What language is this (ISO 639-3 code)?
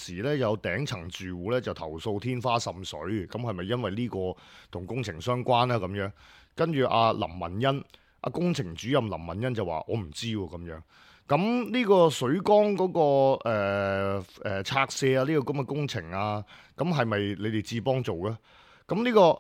yue